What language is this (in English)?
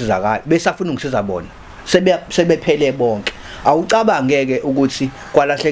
Zulu